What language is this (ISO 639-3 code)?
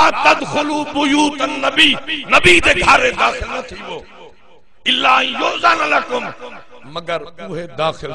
skr